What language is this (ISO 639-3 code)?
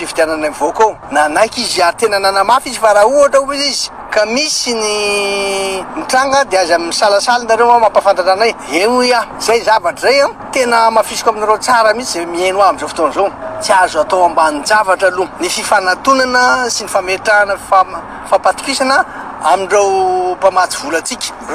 mlg